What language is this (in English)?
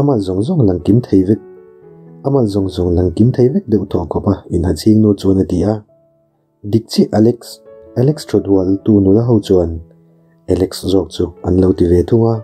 Mizo